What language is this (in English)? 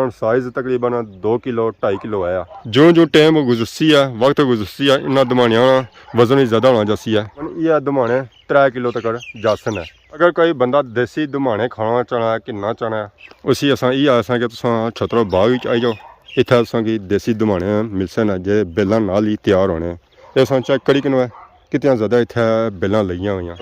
Pahari-Potwari